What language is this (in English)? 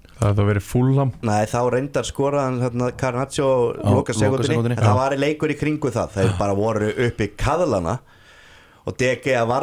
Icelandic